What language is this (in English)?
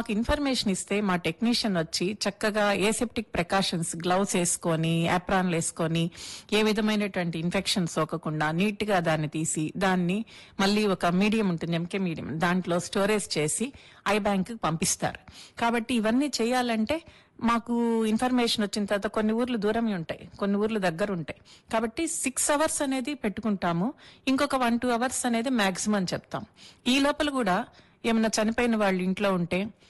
Telugu